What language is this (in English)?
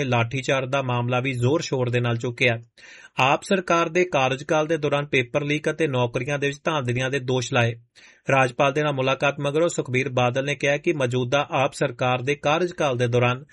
Punjabi